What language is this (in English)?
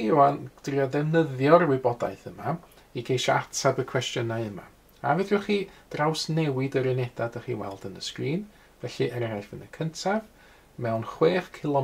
Welsh